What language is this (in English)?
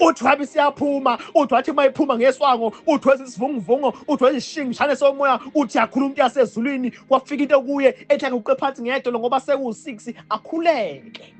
Zulu